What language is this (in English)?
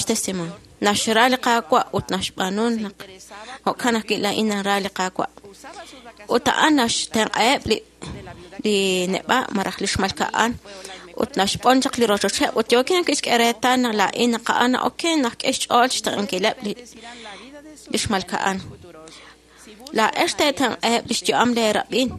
Kekchí